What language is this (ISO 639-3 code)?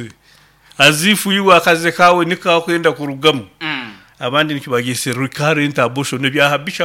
nyo